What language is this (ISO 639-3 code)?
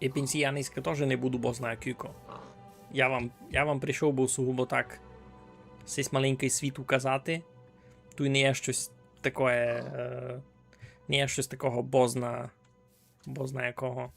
rue